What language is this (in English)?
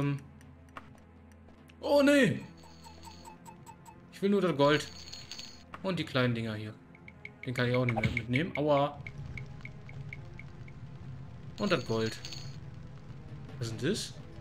German